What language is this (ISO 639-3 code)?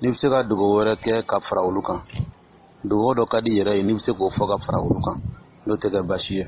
dyu